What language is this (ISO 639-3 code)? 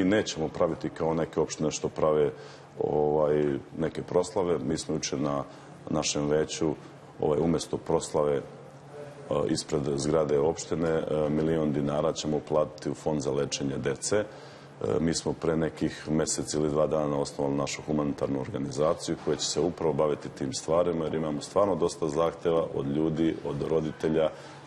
srp